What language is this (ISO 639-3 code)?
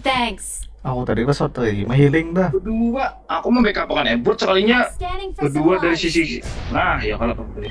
bjn